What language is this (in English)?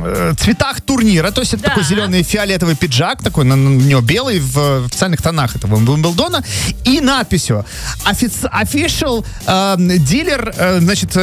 Russian